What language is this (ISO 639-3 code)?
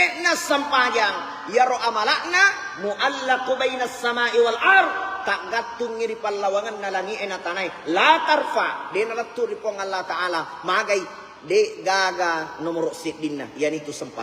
bug